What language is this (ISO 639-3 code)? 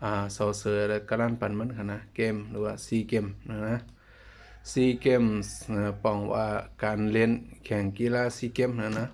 shn